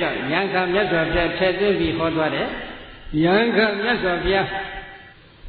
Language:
Burmese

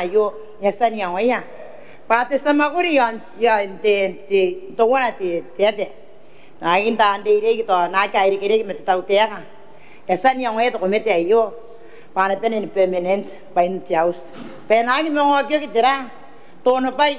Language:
Gilbertese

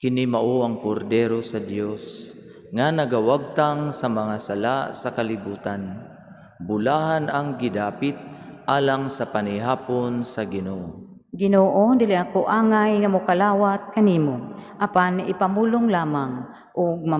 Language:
Cebuano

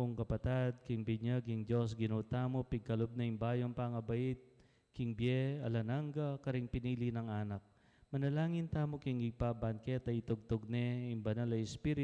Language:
Pampanga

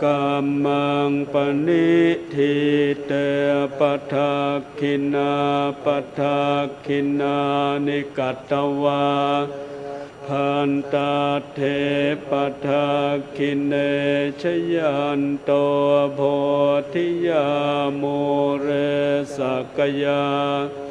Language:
Pali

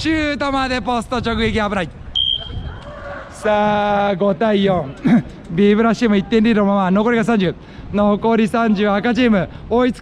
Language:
Japanese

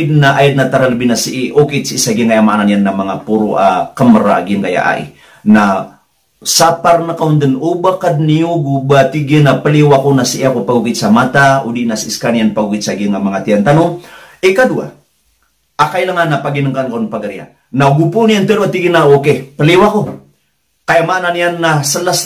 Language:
Maranao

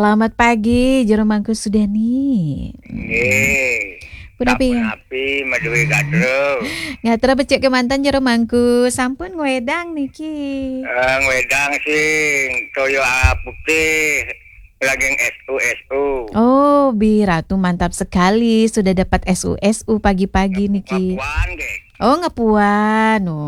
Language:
Balinese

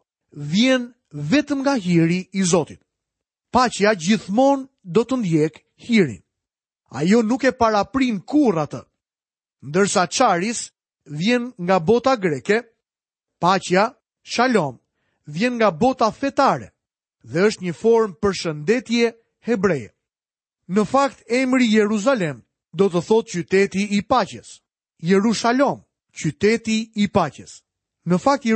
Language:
Albanian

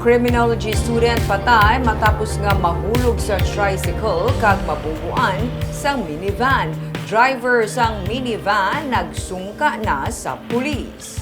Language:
Hiligaynon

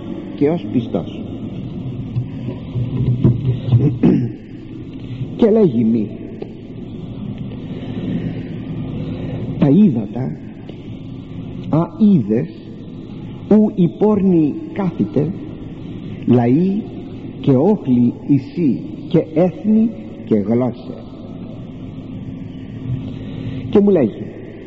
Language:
Greek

